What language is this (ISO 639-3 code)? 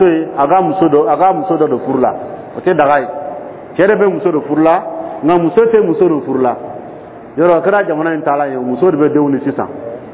dyu